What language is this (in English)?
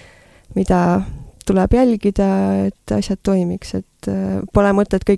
Estonian